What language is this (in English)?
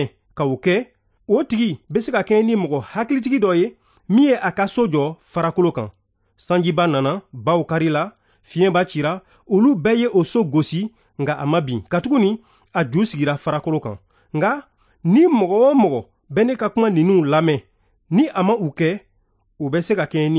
Bambara